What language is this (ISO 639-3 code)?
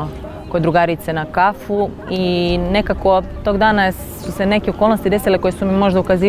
srp